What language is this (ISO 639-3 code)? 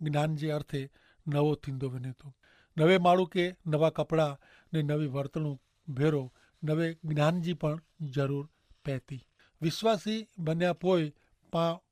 kfr